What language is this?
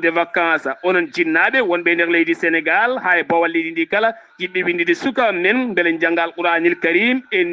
Fula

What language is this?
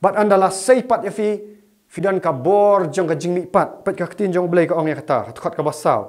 Khasi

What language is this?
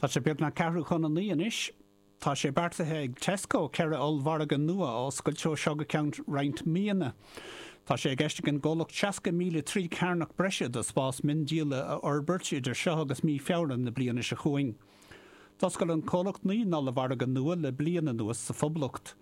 Irish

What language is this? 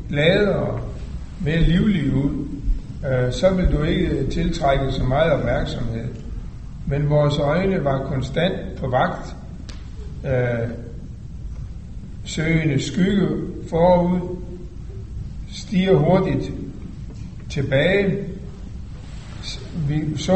Danish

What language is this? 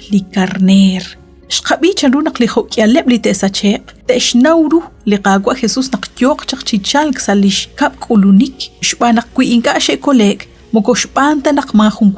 Kekchí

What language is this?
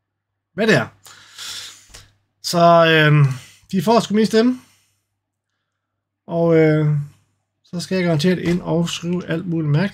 Danish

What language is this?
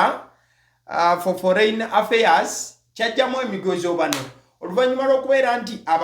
Ganda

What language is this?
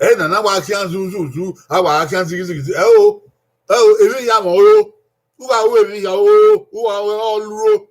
Bini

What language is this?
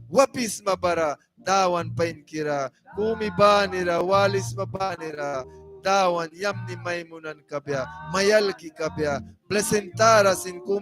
Mískito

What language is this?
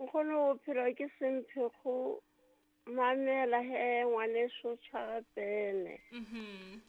Southern Sotho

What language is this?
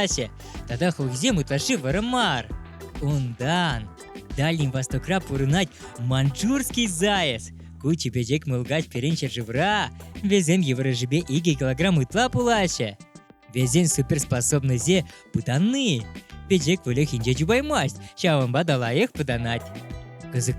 Chuvash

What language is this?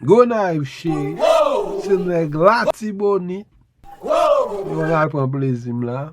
Haitian Creole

